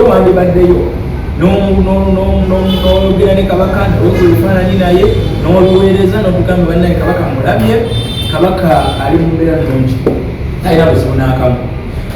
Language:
Ganda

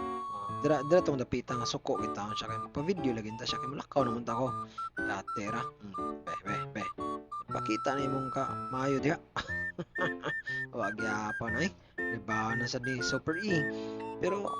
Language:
Cebuano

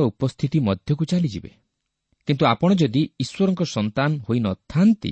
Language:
Odia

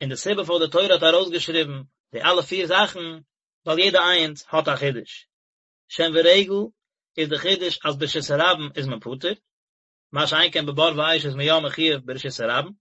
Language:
Yiddish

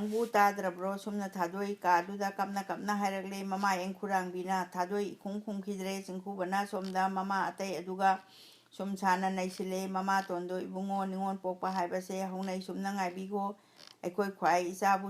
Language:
Manipuri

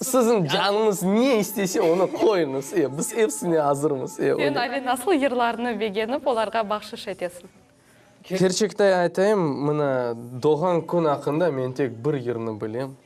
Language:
Crimean Tatar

